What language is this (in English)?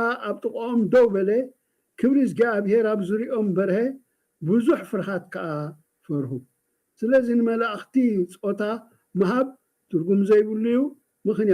Tigrinya